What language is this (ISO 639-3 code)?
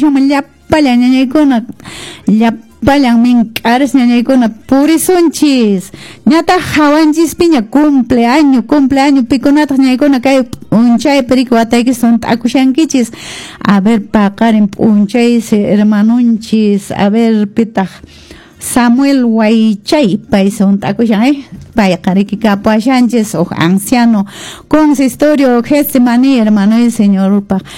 que